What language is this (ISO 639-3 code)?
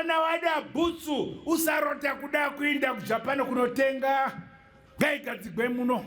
sna